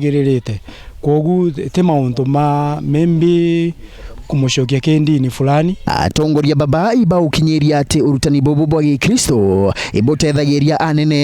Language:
Meru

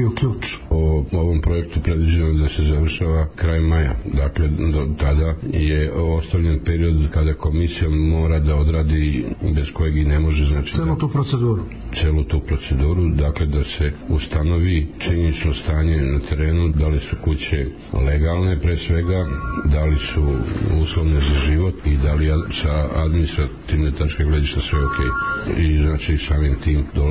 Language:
Serbian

